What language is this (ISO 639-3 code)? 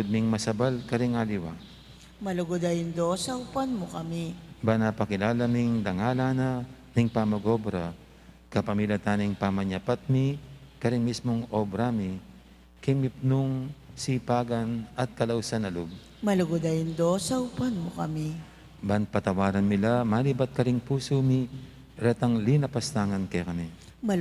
pam